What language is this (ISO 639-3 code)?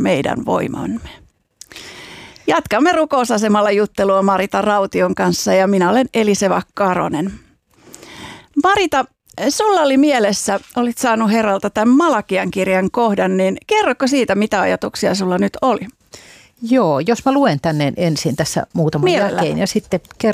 fin